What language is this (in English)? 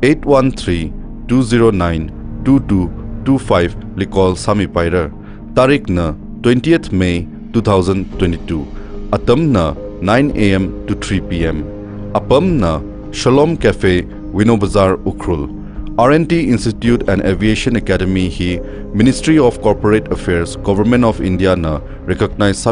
Tangkhul Naga (India)